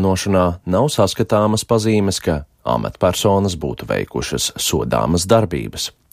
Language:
Latvian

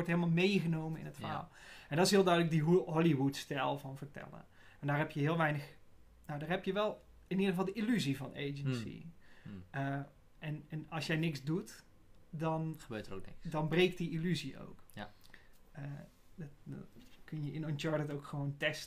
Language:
Dutch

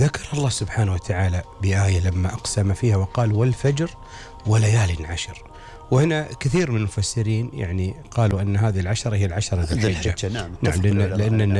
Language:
Gulf Arabic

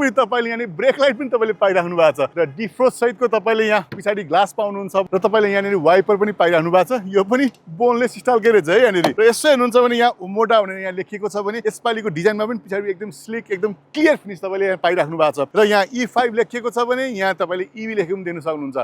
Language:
Nepali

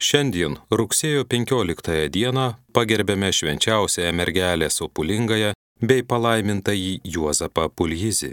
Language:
Lithuanian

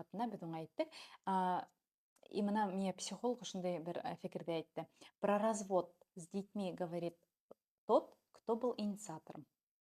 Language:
Bashkir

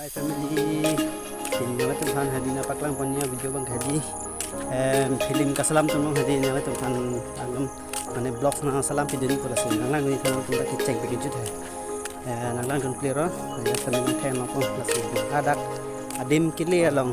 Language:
Karbi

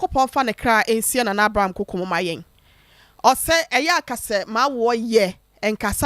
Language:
Akan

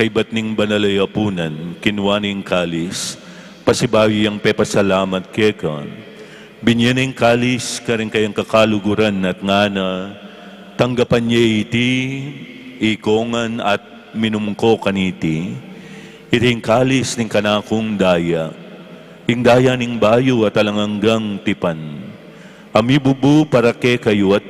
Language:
Pampanga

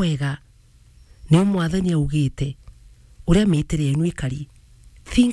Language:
Meru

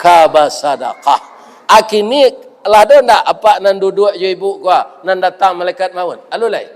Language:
Minangkabau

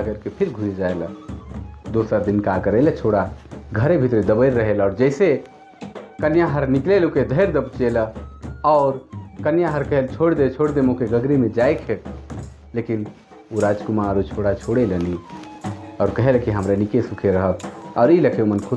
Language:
Sadri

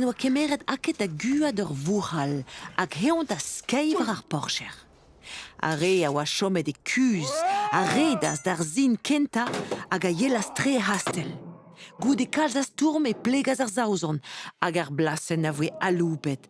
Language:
Breton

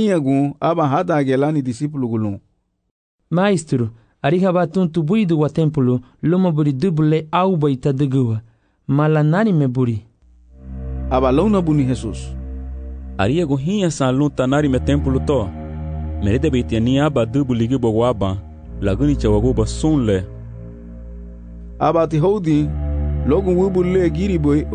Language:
Garifuna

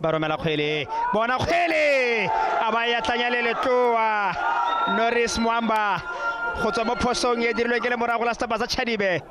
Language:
Tswana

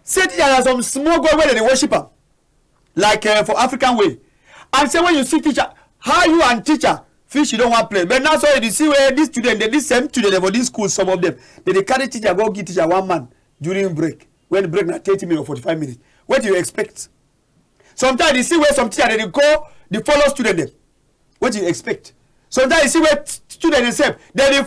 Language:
Cameroon Pidgin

